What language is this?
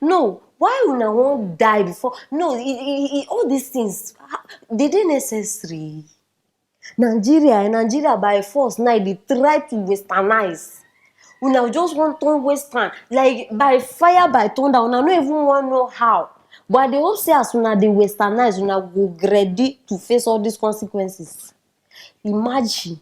Nigerian Pidgin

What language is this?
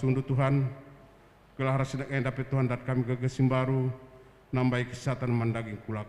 Batak Karo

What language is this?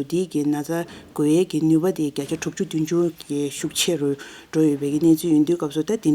Tibetan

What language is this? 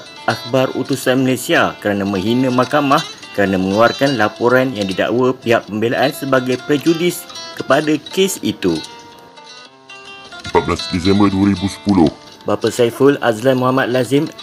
Malay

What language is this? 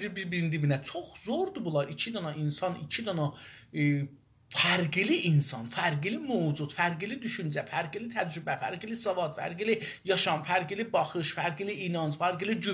South Azerbaijani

